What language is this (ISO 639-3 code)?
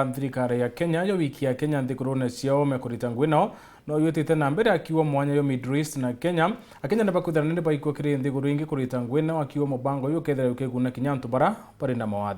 mer